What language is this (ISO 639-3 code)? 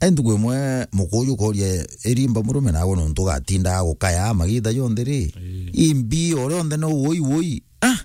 mer